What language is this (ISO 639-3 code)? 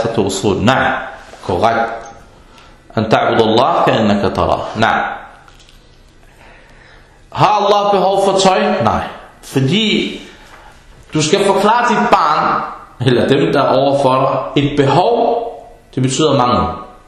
dan